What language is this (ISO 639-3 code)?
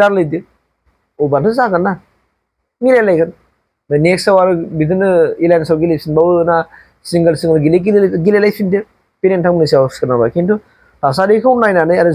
brx